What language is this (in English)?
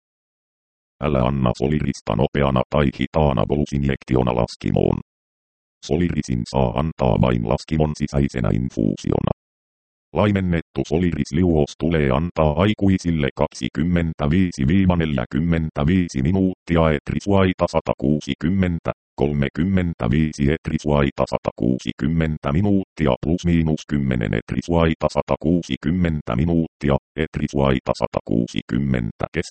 Finnish